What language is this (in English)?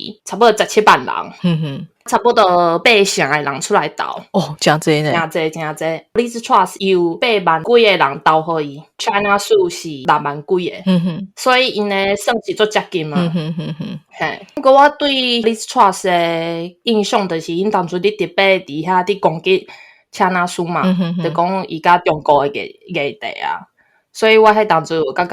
Min Nan Chinese